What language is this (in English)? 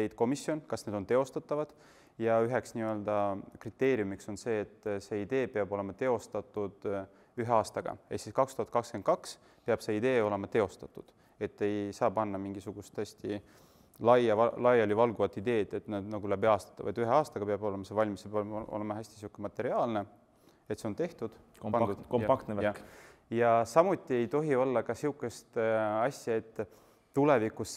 Estonian